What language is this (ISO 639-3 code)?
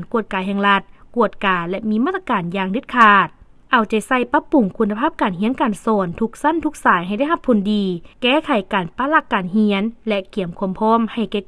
lao